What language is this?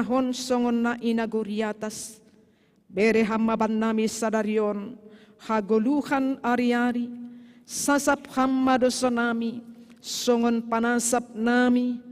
Batak Simalungun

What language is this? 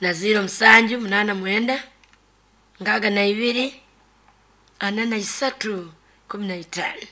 Nyoro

